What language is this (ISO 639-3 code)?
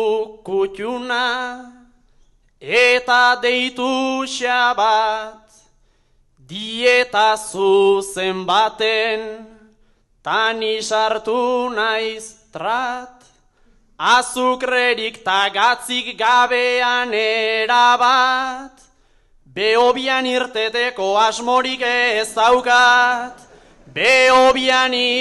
eus